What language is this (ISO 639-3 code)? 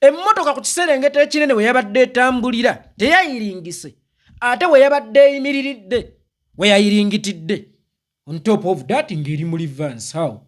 lug